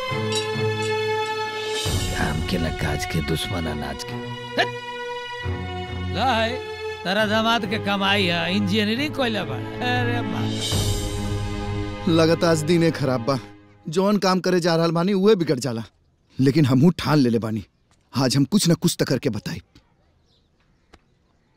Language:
Bhojpuri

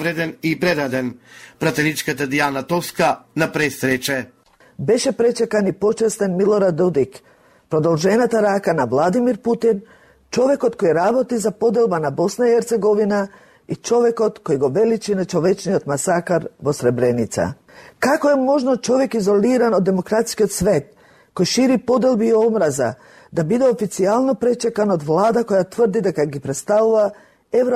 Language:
Macedonian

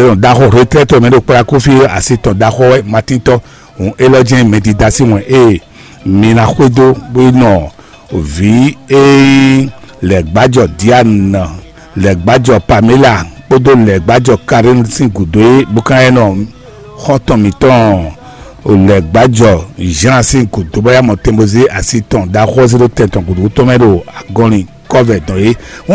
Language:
Fon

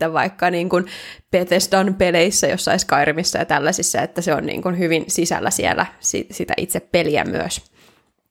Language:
Finnish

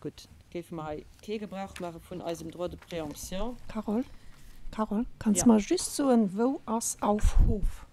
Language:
Luxembourgish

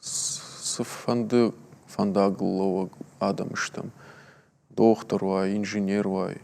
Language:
Ossetic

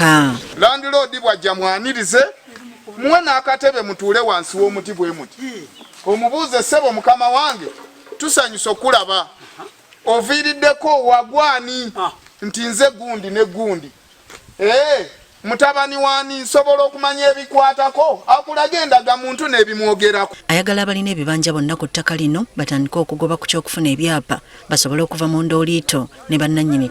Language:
Ganda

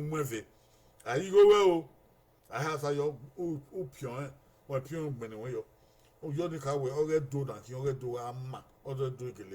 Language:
Bini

